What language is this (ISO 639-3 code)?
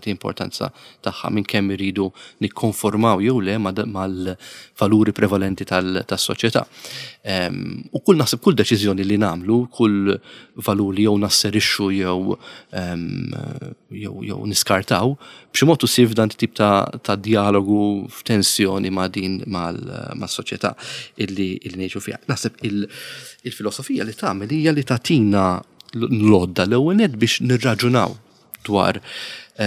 mlt